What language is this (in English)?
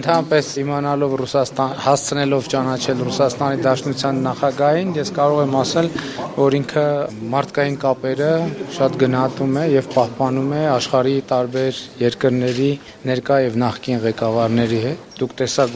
Armenian